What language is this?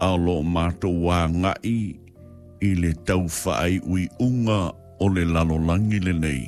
Samoan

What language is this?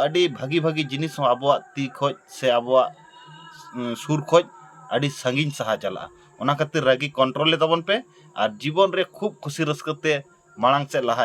Santali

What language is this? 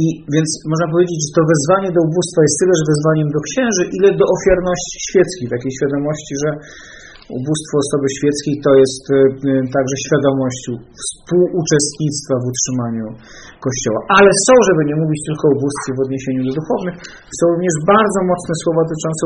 Polish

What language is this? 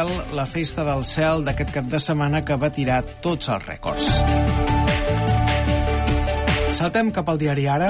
Catalan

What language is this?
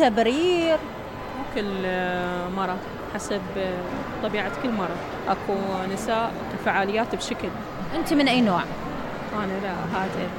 Mesopotamian Arabic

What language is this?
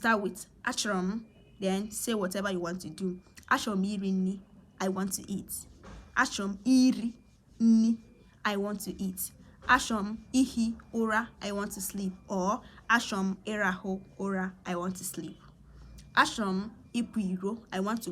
Igbo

